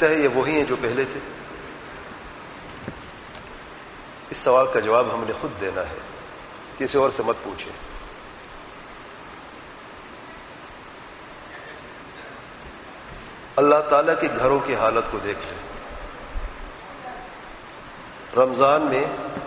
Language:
Urdu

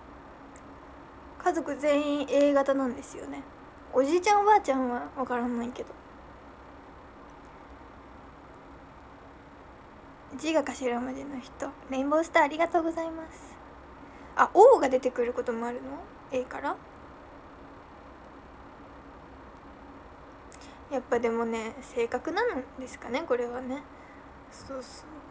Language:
Japanese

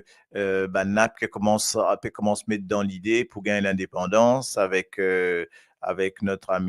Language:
Morisyen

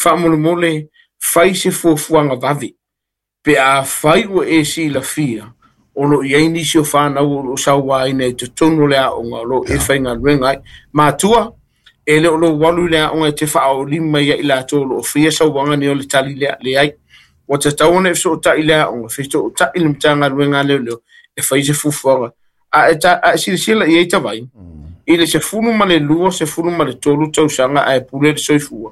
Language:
Samoan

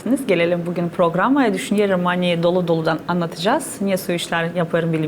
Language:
Gagauz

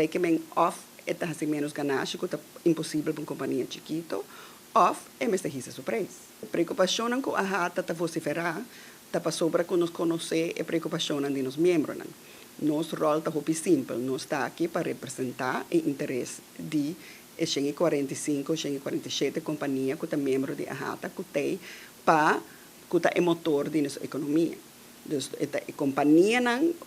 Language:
Papiamento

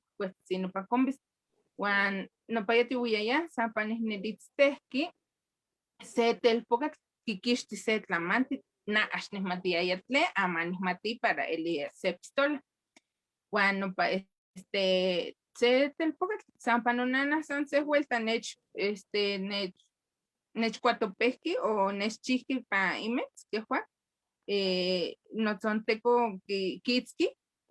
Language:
Eastern Huasteca Nahuatl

